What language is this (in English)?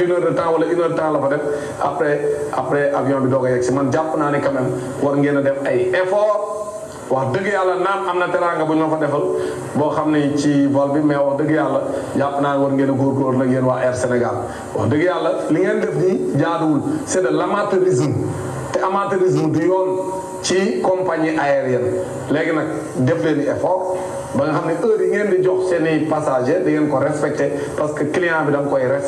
Wolof